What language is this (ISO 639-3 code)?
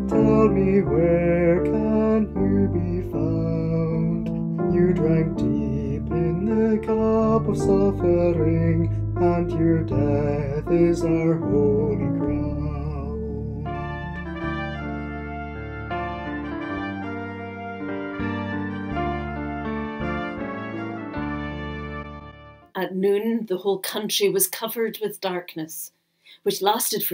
eng